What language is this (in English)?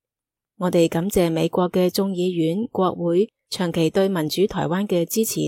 Cantonese